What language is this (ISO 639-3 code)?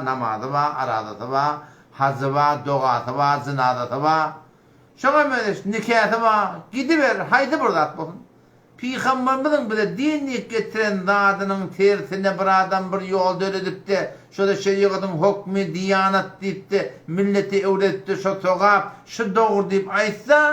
tuk